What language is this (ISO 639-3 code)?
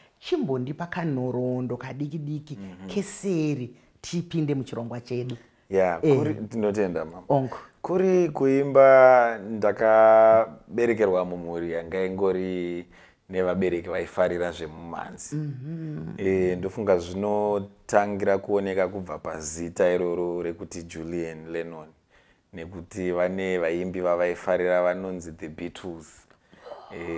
sna